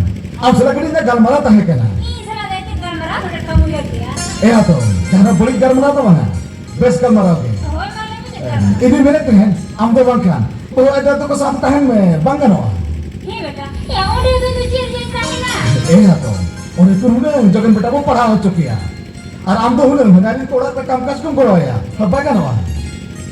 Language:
Santali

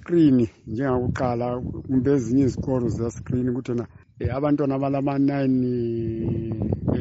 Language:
North Ndebele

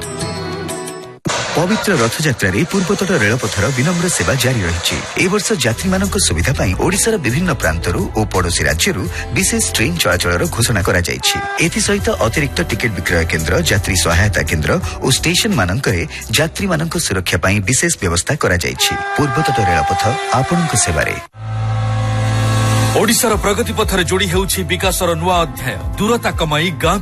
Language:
Odia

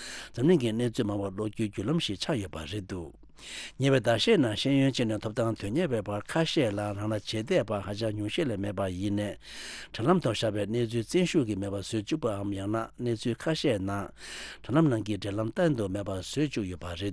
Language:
Tibetan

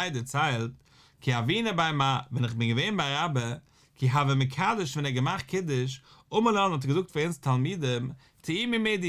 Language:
Yiddish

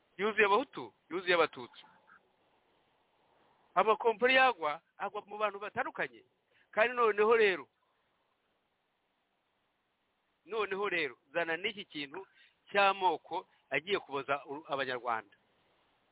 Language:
Kinyarwanda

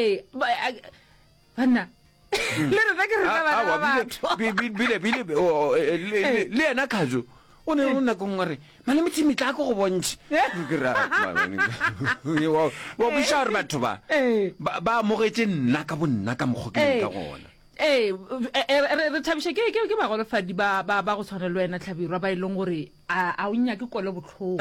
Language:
Northern Sotho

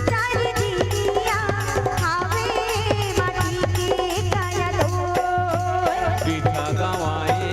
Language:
Chhattisgarhi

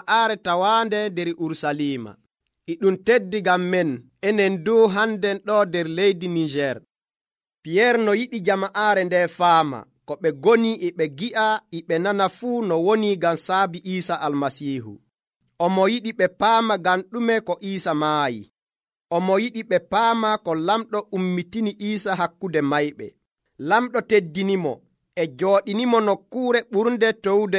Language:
Nigerian Fulfulde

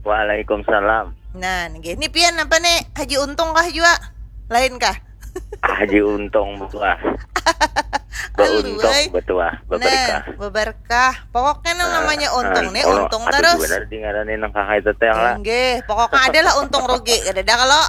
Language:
Banjar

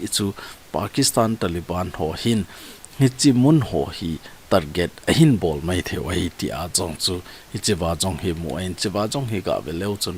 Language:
Thado Chin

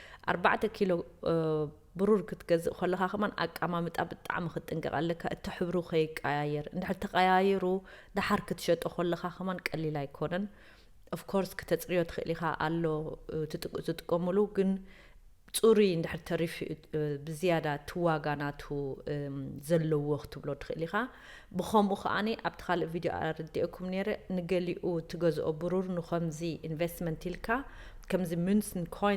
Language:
Tigrinya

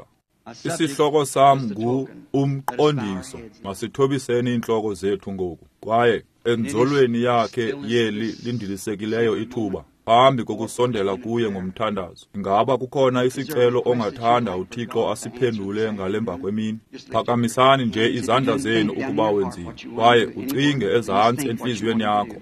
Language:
Xhosa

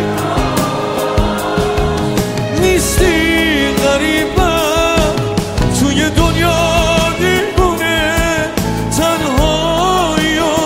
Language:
Persian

